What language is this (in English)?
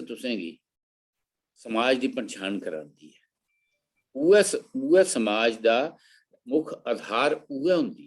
Dogri